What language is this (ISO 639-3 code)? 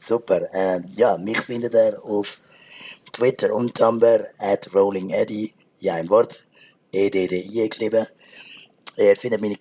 gsw